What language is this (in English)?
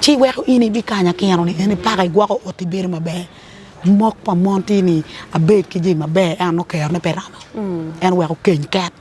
Acoli